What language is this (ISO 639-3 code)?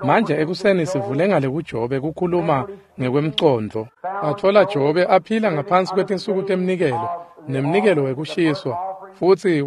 ssw